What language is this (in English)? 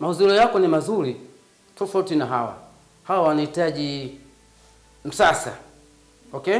Swahili